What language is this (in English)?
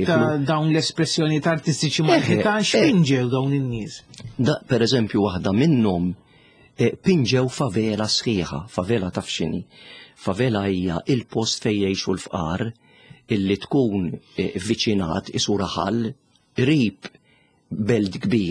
Maltese